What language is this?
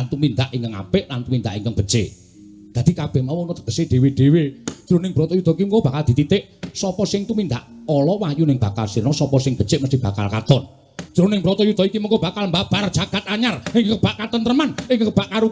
Javanese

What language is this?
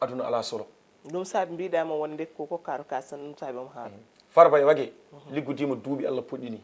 Fula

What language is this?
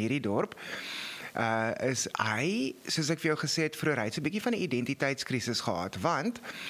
Afrikaans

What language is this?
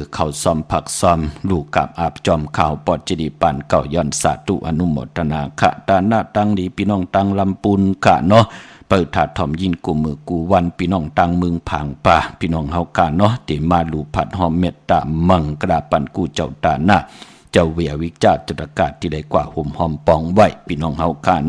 Shan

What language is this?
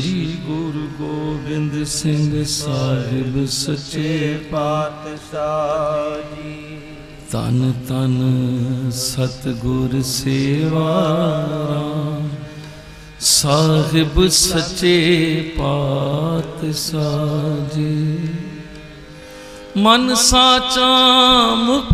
Punjabi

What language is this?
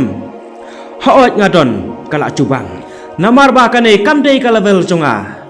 Khasi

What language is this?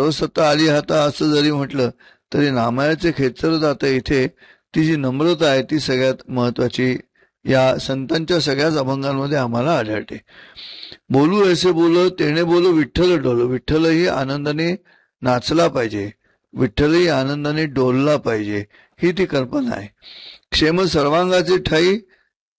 Marathi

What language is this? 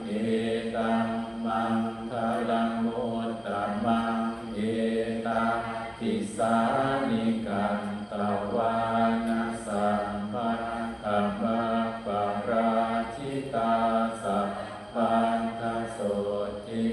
Pali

